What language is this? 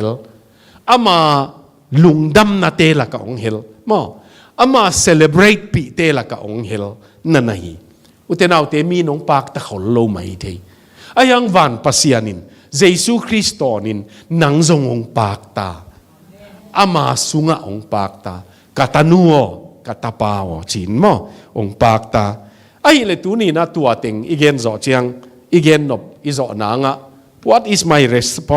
Tedim Chin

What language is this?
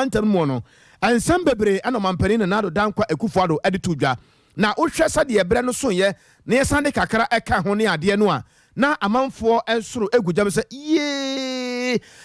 Akan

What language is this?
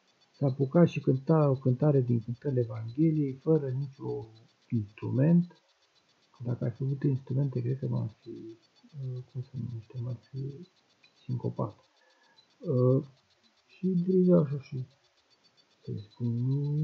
Romanian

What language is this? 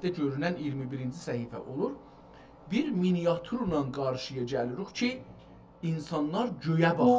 South Azerbaijani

